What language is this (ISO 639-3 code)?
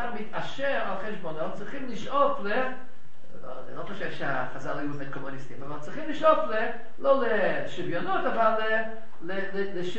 heb